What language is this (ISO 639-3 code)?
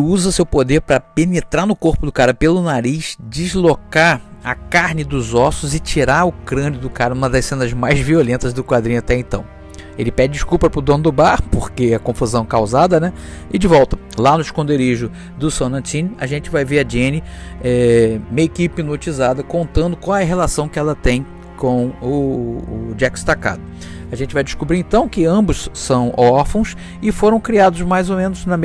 por